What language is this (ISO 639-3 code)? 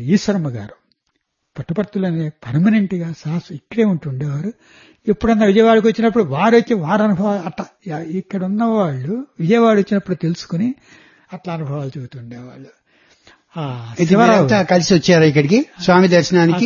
tel